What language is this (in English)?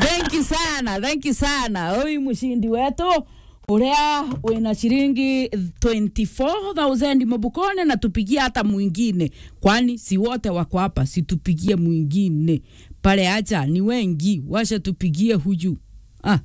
Meru